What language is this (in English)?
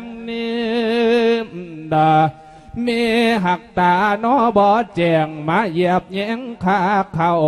Lao